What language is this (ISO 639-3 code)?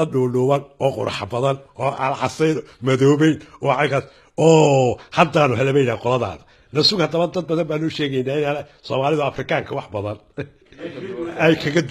som